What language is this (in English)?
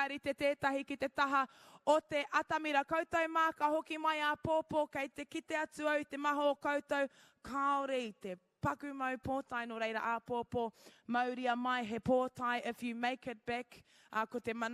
Māori